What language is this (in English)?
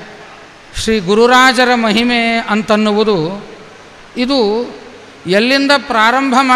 Kannada